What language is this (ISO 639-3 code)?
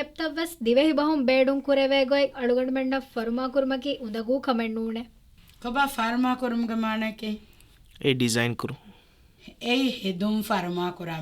div